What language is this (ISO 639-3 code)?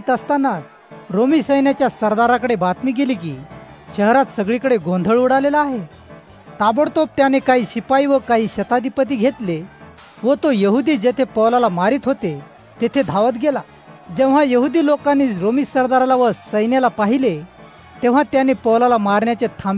mar